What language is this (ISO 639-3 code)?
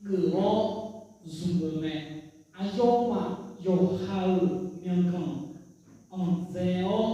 ahk